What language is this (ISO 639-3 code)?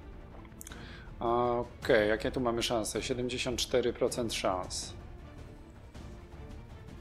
pol